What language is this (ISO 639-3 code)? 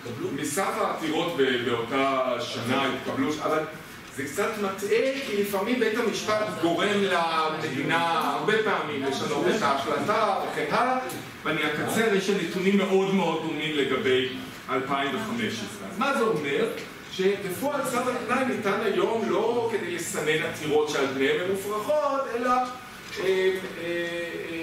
heb